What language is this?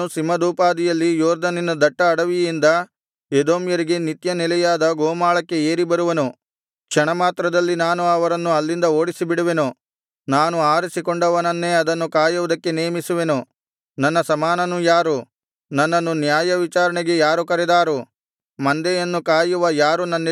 Kannada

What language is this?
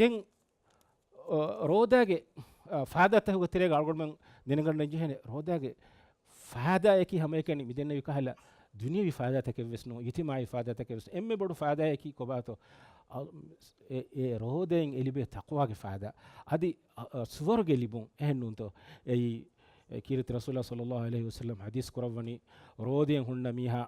Divehi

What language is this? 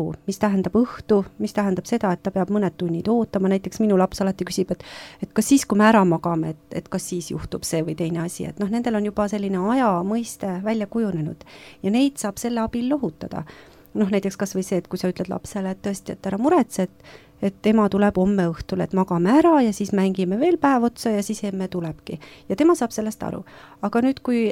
Estonian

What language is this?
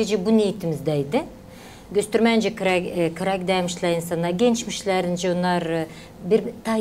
Gagauz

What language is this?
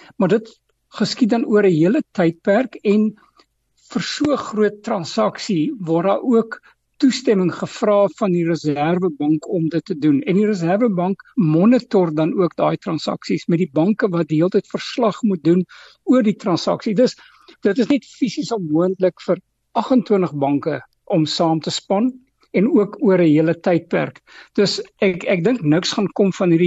Afrikaans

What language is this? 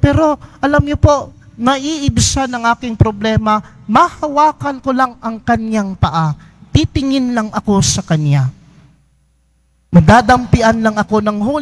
Filipino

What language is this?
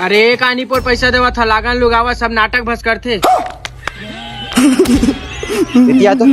Chhattisgarhi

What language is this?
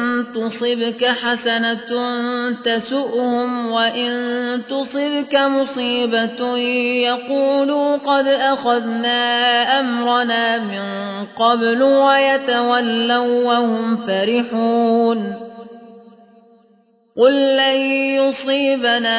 Arabic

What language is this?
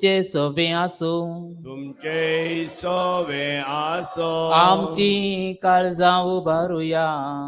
Konkani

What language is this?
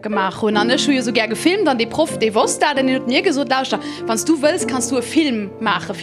Luxembourgish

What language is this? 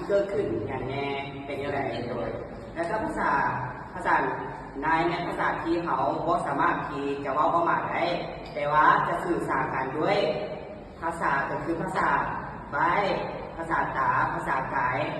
Lao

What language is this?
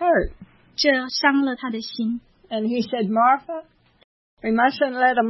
Chinese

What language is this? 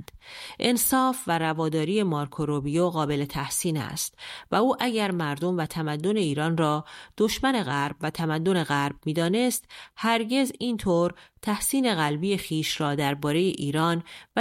Persian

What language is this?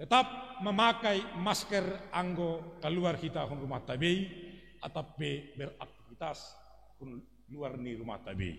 Batak Simalungun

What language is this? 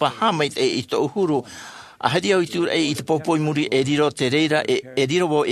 Tahitian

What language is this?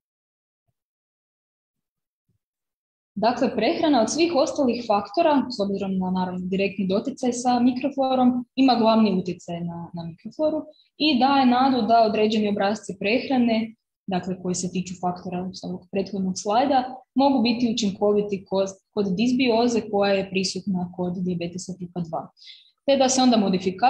Croatian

